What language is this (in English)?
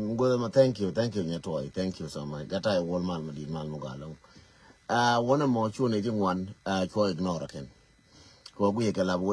Nuer